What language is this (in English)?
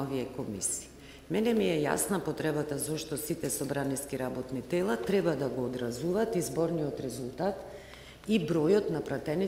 Macedonian